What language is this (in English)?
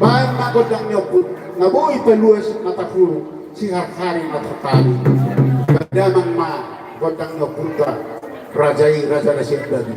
Batak Toba